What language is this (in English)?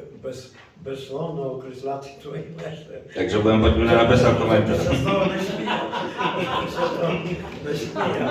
Rusyn